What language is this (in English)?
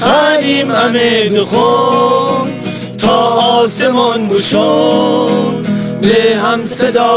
Gilaki